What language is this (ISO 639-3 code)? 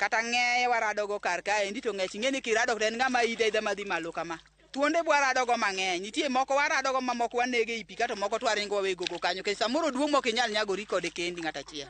luo